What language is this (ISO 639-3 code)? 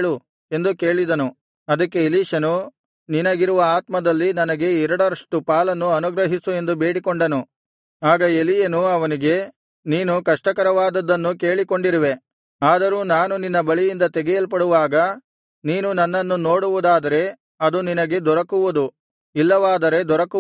kan